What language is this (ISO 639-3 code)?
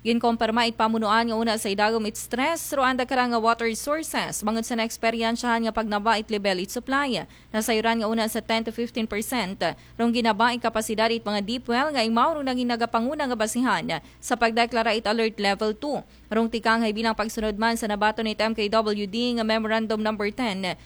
akl